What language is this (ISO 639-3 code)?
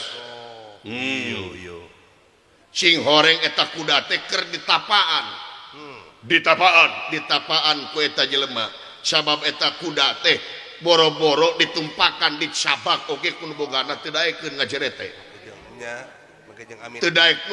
sun